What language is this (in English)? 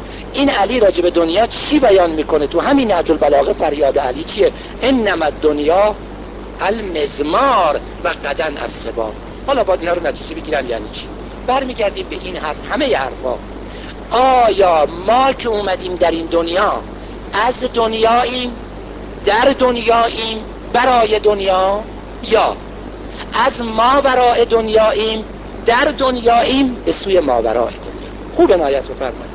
Persian